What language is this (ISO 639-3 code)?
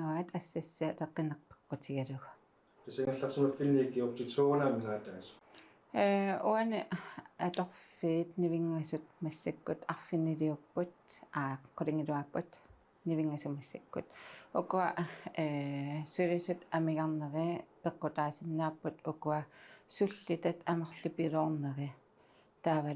kal